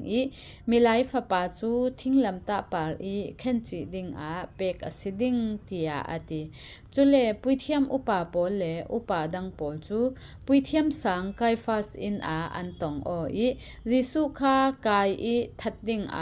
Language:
Falam Chin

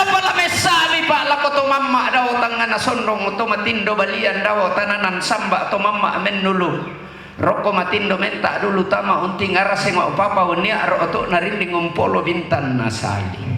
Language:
Toraja-Sa'dan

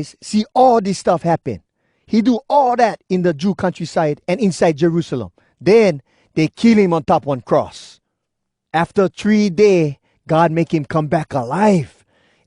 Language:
Hawai'i Creole English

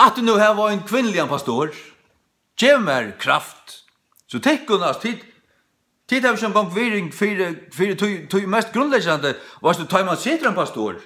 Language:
Faroese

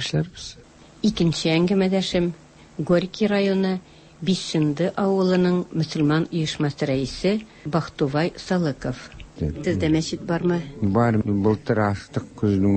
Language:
Tatar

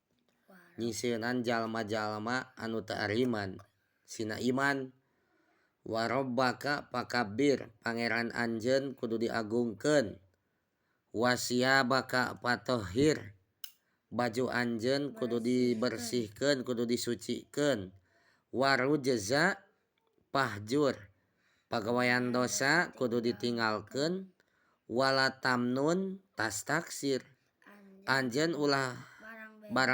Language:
Sundanese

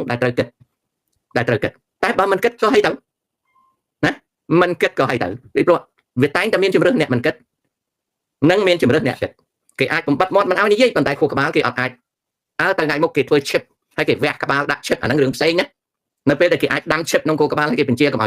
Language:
Khmer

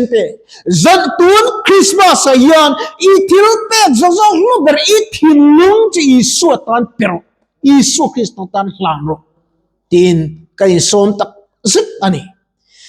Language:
Mizo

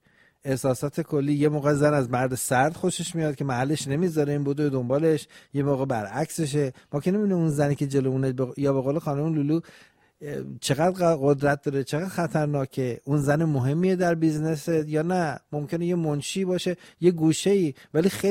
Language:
Persian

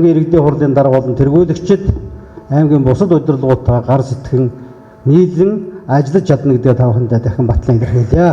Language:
Mongolian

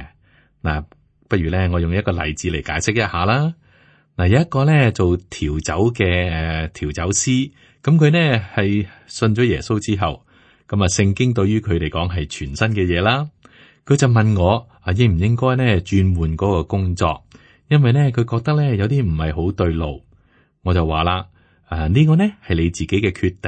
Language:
Cantonese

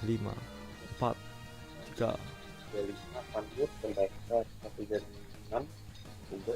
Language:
Banjar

